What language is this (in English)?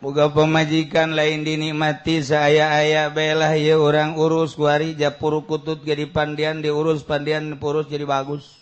Sundanese